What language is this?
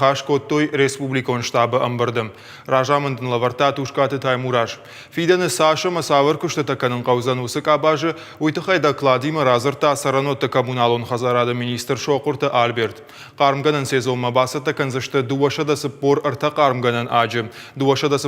Ossetic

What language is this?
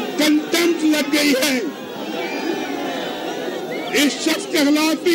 Urdu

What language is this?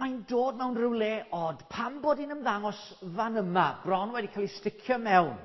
Welsh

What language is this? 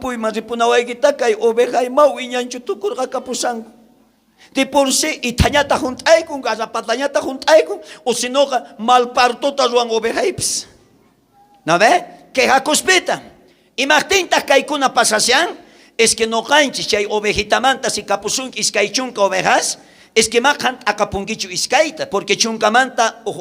South Bolivian Quechua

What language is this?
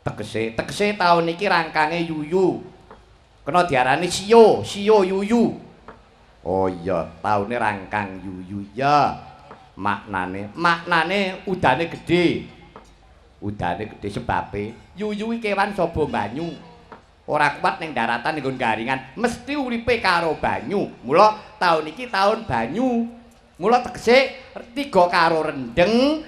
Javanese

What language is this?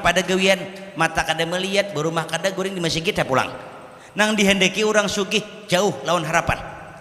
Banjar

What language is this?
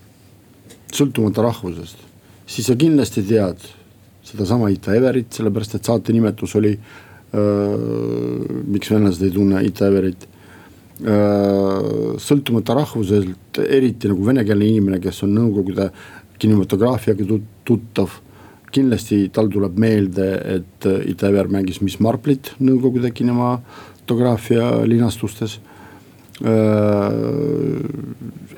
Estonian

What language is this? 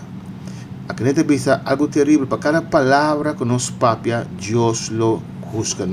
Papiamento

